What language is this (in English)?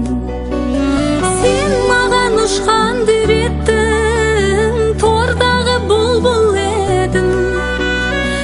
Kazakh